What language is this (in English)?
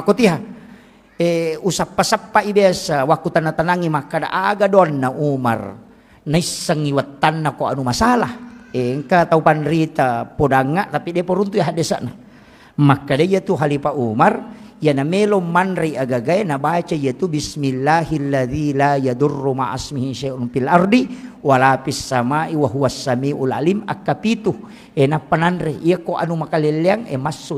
Buginese